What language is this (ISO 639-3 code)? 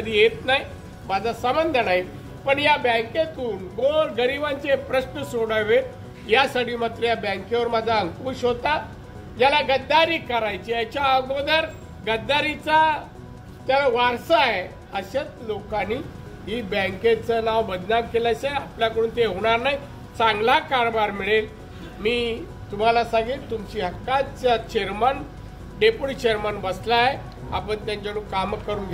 mar